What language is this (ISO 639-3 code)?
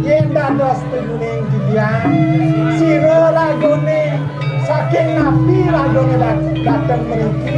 ban